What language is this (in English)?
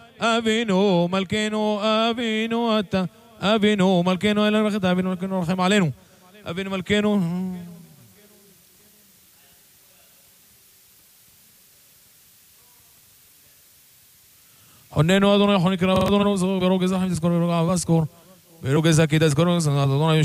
Hebrew